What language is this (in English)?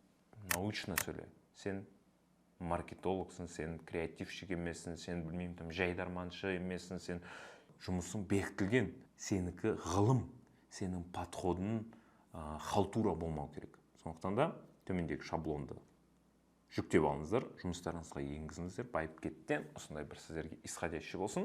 Kazakh